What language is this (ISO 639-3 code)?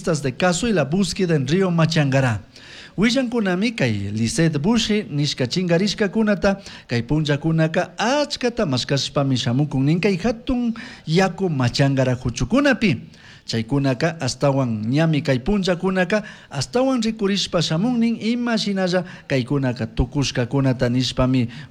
qug